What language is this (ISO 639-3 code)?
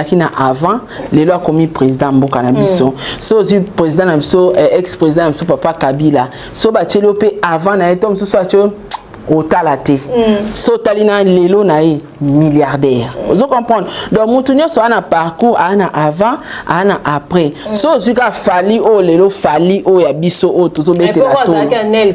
lin